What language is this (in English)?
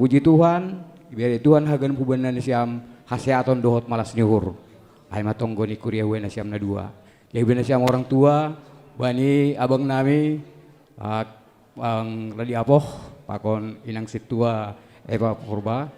Batak Simalungun